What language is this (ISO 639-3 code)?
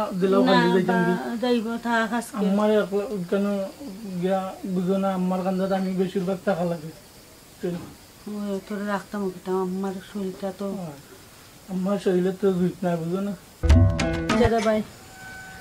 syl